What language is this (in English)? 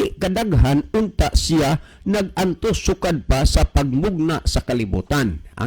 Cebuano